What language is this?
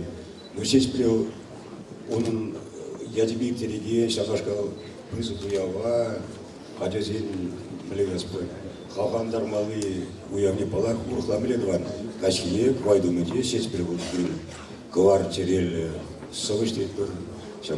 Chuvash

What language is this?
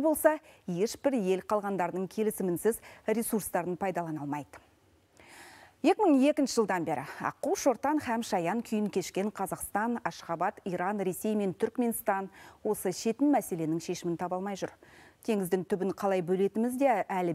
Kazakh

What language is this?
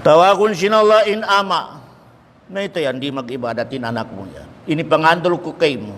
Tausug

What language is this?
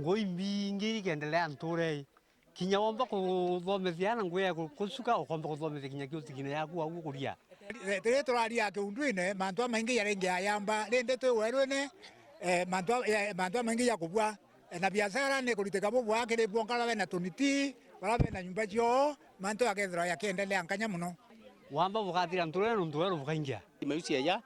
Meru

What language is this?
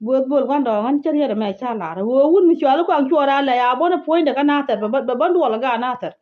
Nuer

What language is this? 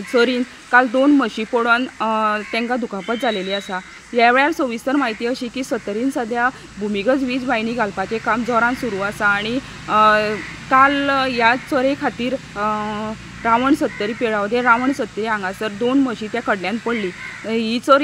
Konkani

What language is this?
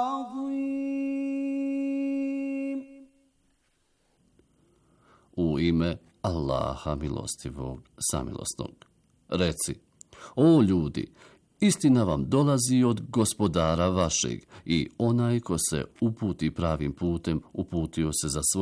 Bosnian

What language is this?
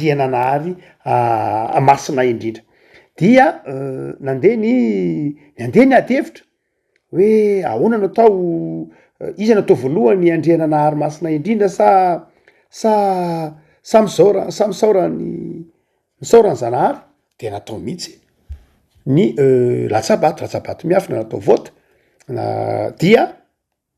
Malagasy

